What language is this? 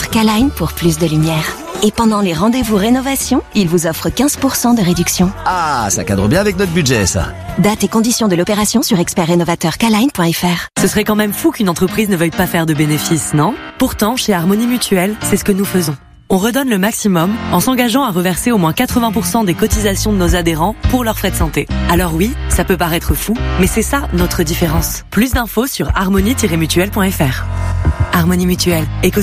French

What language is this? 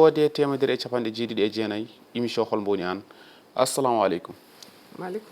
Fula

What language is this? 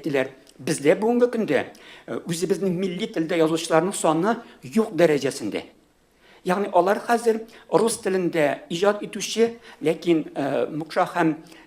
Tatar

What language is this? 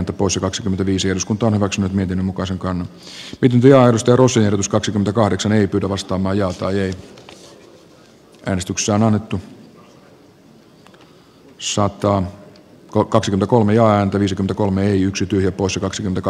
Finnish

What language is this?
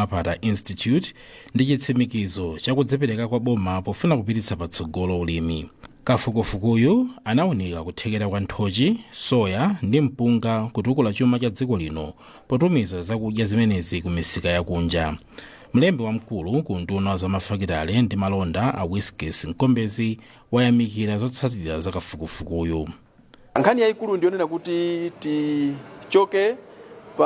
Nyanja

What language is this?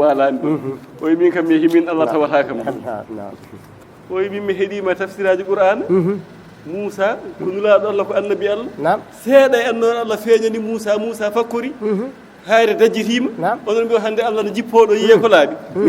Fula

